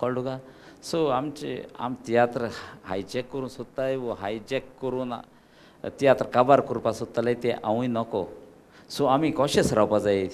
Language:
Konkani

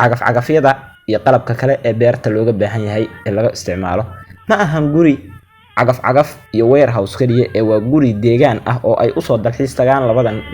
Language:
Somali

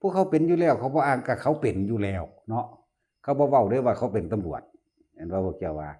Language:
Northeastern Thai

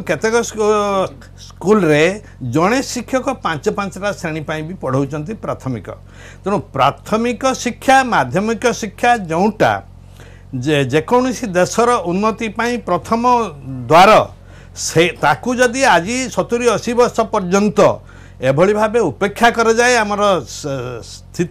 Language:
Odia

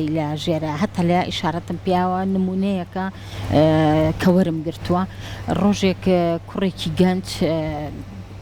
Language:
Central Kurdish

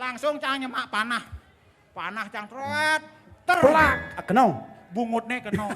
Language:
Balinese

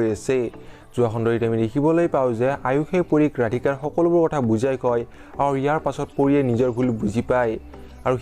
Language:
Assamese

